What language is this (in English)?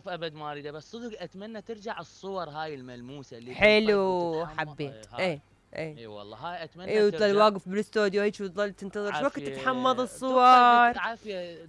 Mesopotamian Arabic